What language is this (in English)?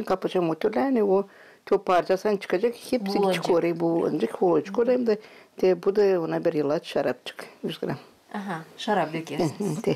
Gagauz